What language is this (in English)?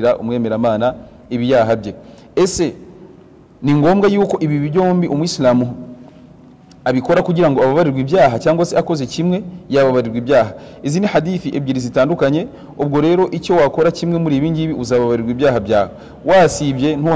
Kinyarwanda